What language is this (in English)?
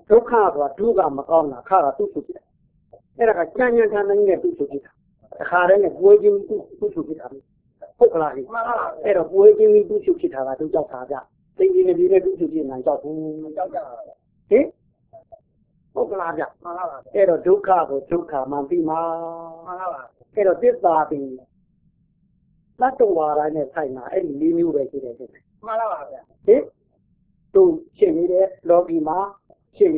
Burmese